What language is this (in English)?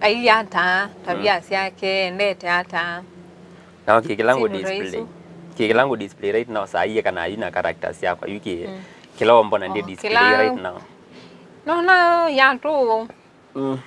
Kamba